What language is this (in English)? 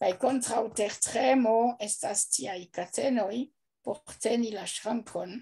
Esperanto